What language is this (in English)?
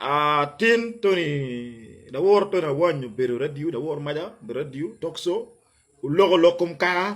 Acoli